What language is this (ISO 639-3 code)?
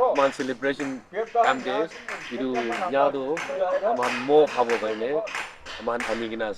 nag